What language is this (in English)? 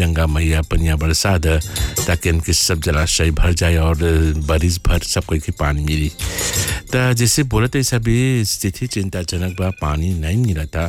Bhojpuri